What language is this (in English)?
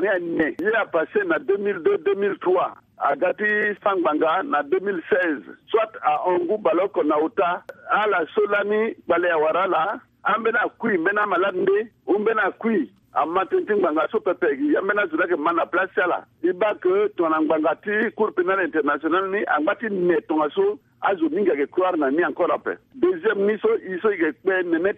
Sango